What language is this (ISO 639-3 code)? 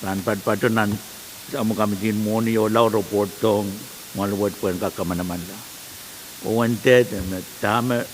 pon